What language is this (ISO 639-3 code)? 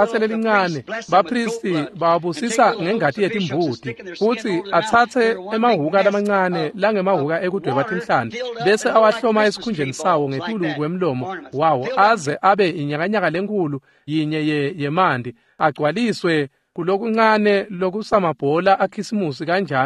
ssw